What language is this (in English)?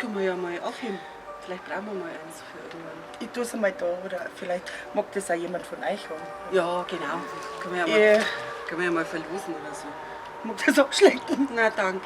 Bavarian